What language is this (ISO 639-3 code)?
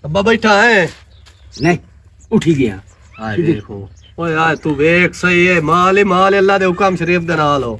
lah